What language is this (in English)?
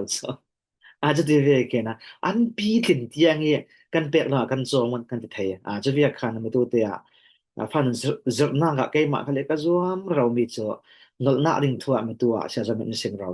Falam Chin